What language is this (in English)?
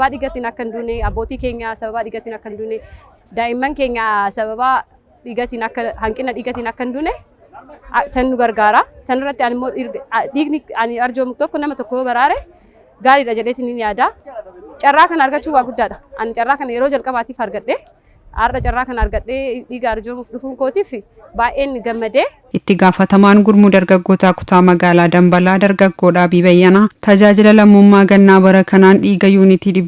Oromo